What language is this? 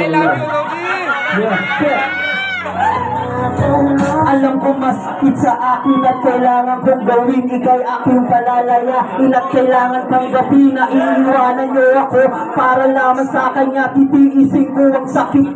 Filipino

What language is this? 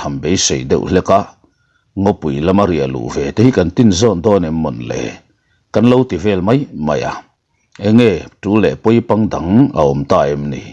Mizo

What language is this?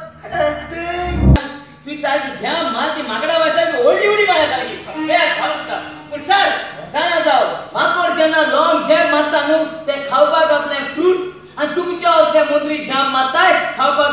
Konkani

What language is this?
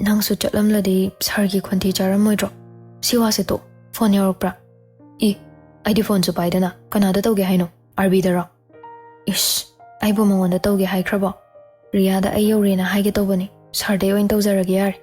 Manipuri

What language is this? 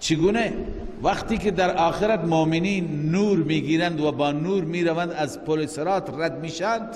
Persian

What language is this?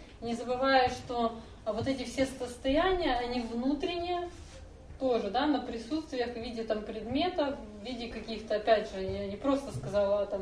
Russian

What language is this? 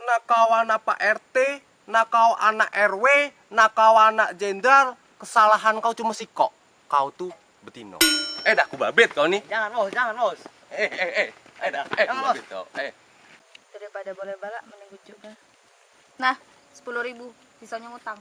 Musi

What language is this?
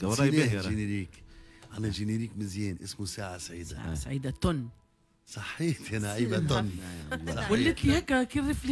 Tunisian Arabic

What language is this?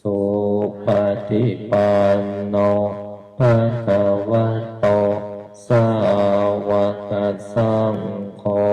Pali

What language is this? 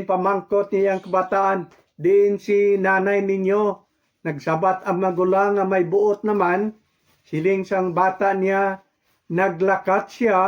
Hiligaynon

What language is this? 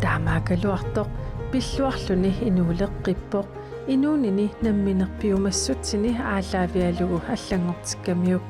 Kalaallisut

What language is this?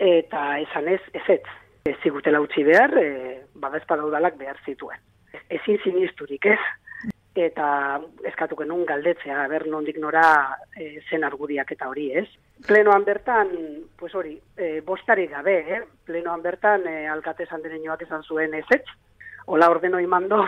Basque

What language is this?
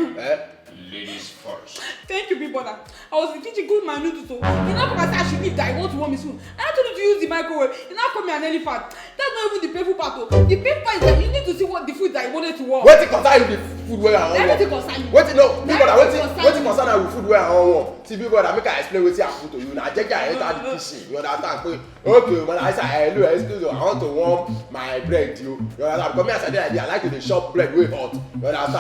Nigerian Pidgin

